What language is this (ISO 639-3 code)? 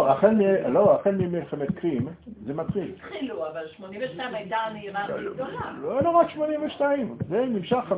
heb